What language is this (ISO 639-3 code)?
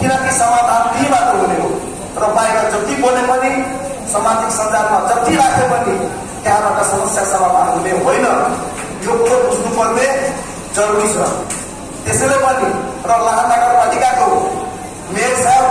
nep